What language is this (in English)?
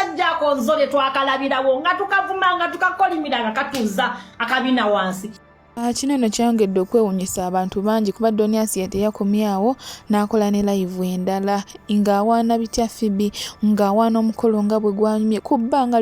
Ganda